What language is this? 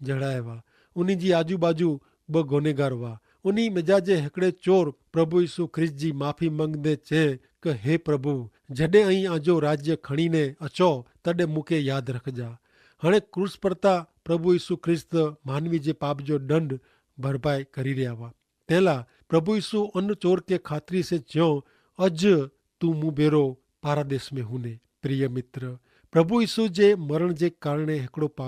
Kachhi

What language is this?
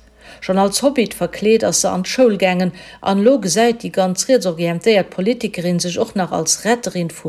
Luxembourgish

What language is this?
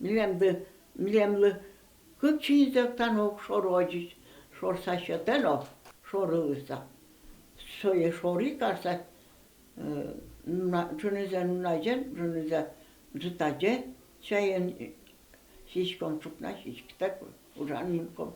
Udmurt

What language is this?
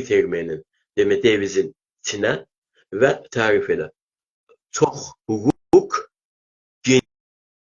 South Azerbaijani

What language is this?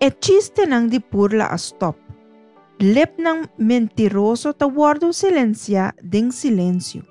Papiamento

